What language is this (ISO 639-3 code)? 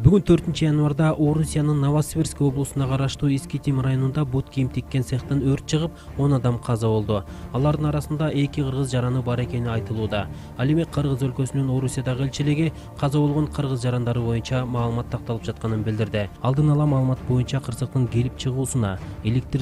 kir